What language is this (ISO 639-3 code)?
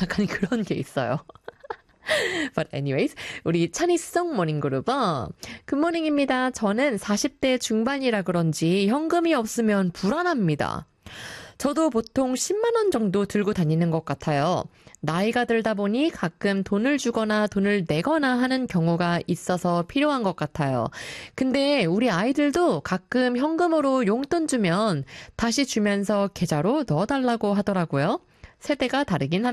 kor